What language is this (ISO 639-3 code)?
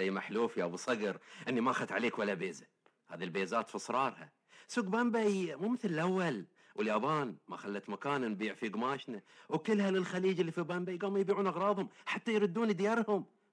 afb